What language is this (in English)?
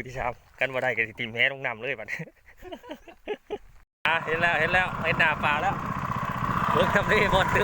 Lao